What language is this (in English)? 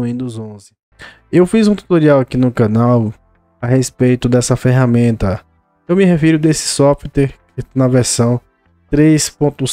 Portuguese